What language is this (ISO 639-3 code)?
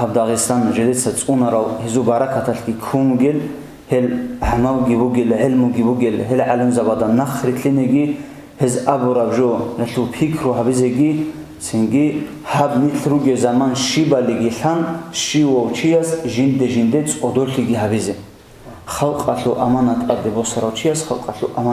ava